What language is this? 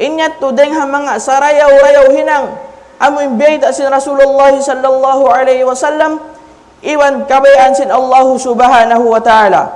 Tausug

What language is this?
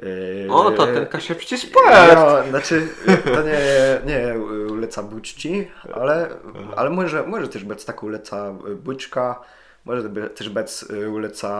Kashubian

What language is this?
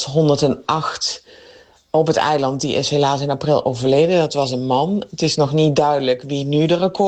Dutch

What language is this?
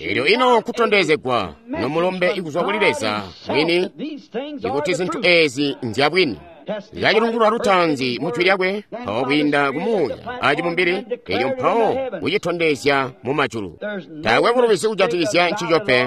Tonga (Zambia)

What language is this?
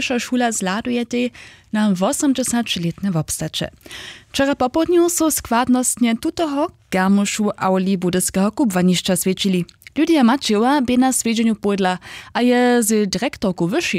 Upper Sorbian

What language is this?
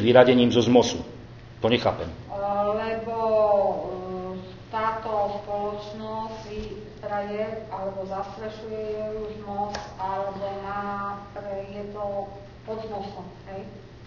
Slovak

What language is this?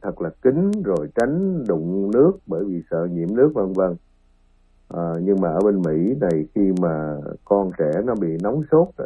Vietnamese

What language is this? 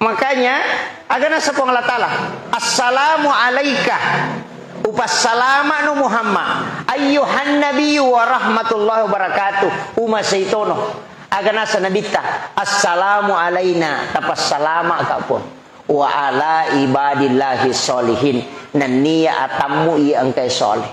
Buginese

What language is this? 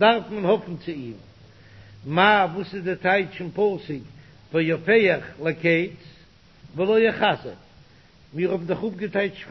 Yiddish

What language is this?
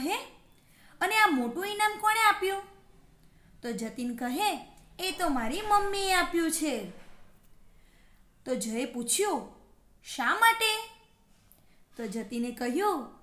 Gujarati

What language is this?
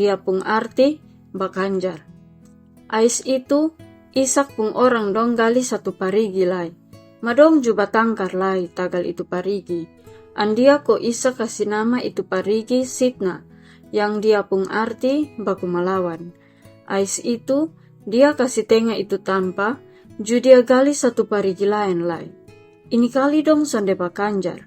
Kupang Malay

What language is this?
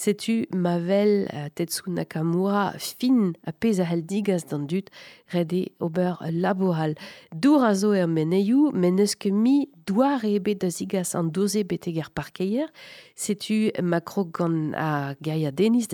Breton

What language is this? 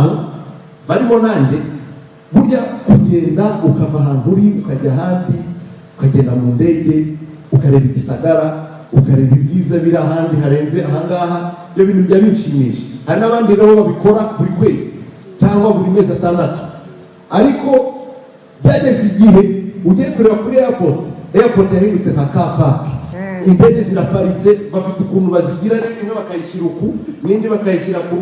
Kinyarwanda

